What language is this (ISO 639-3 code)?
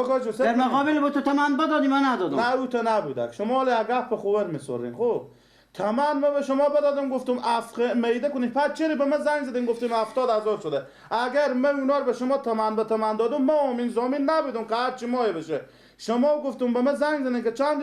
fas